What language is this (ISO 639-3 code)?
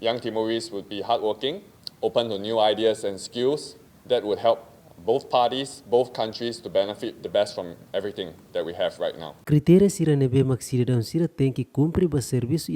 tet